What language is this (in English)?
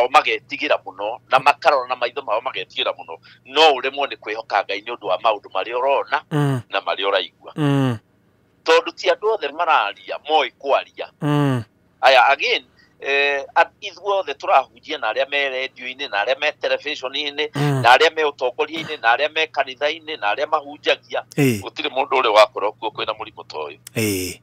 Kikuyu